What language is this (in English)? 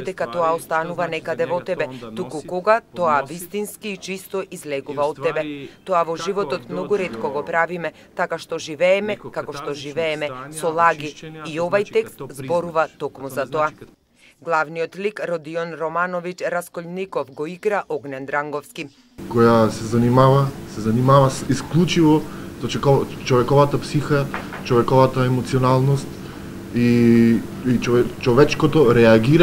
Macedonian